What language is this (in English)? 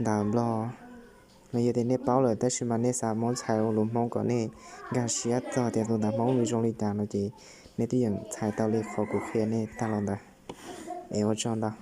Hmong